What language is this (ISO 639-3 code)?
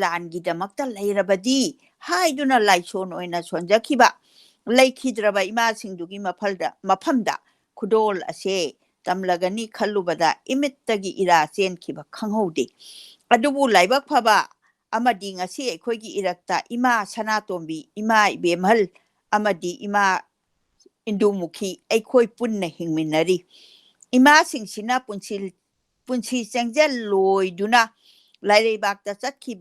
mni